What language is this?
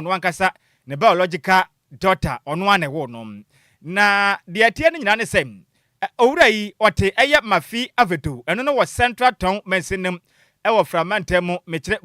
Akan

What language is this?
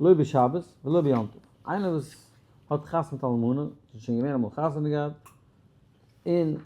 Yiddish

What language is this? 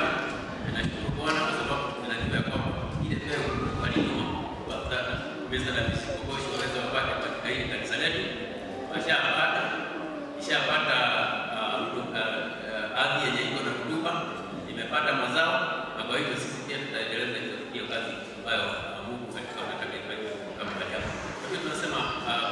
Swahili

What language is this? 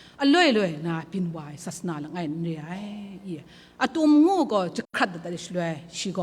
Kachin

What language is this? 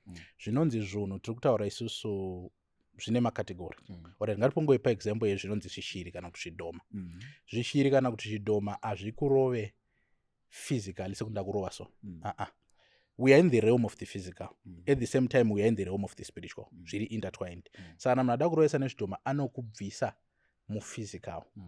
Shona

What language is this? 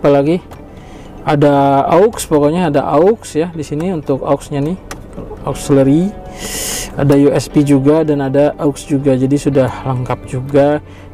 Indonesian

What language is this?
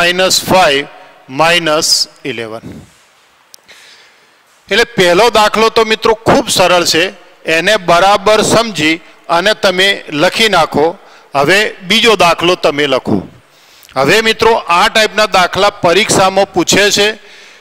Gujarati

